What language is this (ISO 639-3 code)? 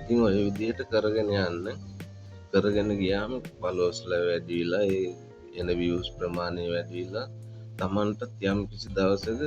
sin